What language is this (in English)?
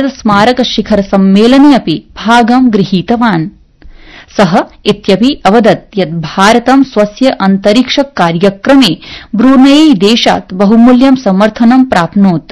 Sanskrit